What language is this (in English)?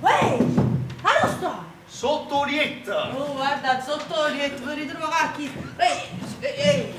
Neapolitan